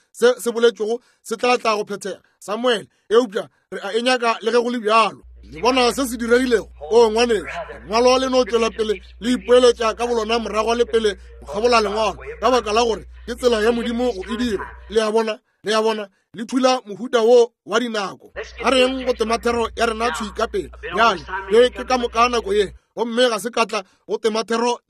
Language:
Northern Sotho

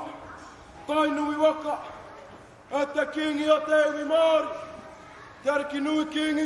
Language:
Māori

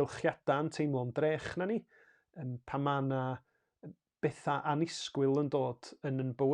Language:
Welsh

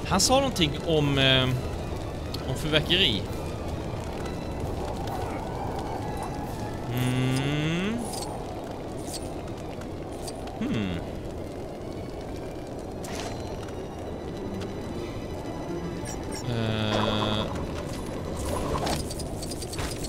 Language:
Swedish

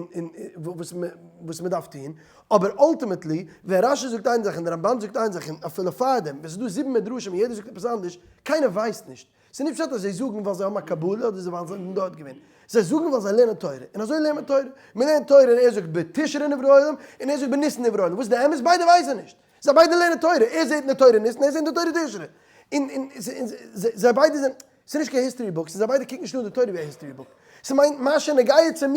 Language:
Yiddish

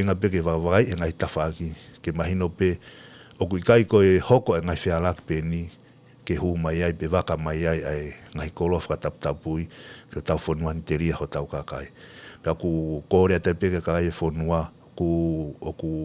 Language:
Tongan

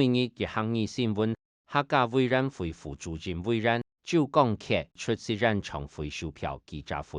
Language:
Hakka Chinese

